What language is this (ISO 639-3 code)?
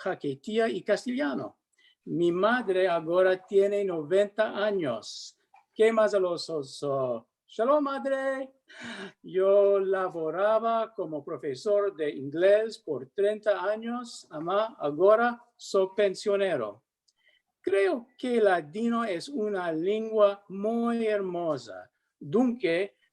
lad